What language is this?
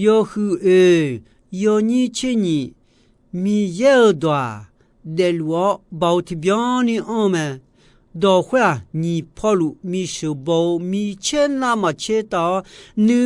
Akha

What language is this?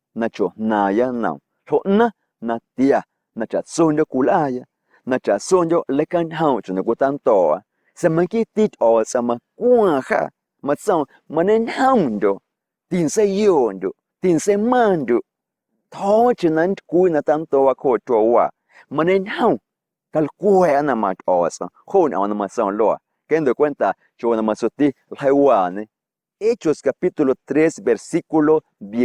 Guerrero Amuzgo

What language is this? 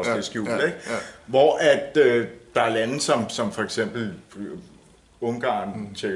Danish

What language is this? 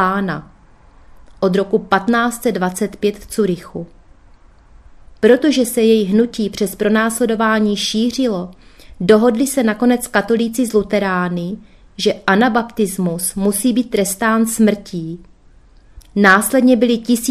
Czech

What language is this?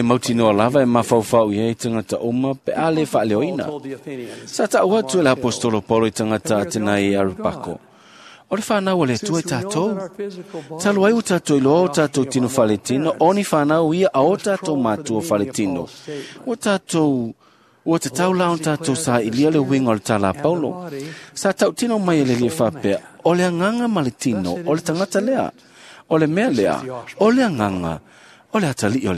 Samoan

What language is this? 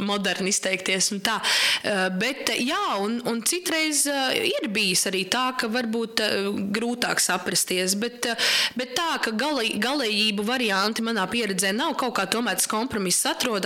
Latvian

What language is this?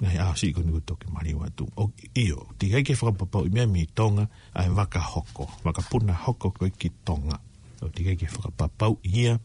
Tongan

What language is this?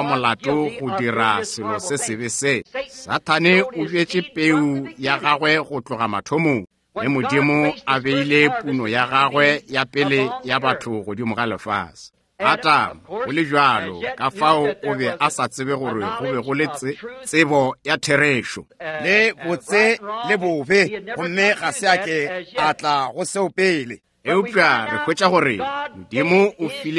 Northern Sotho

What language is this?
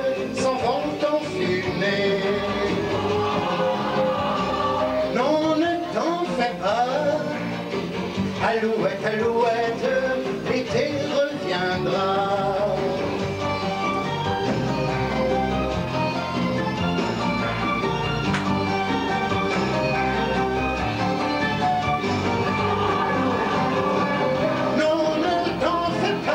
French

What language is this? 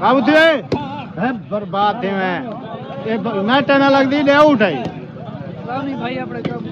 Saraiki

